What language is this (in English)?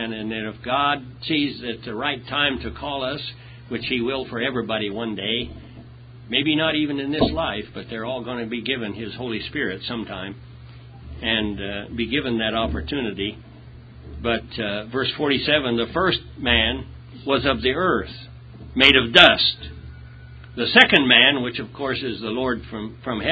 English